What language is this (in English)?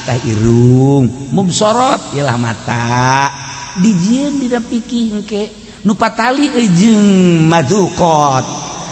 Sundanese